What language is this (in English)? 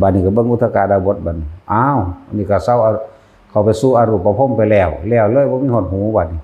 Northeastern Thai